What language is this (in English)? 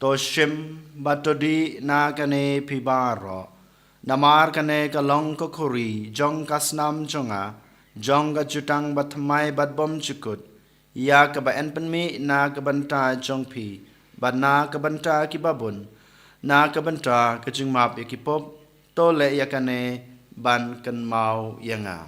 Khasi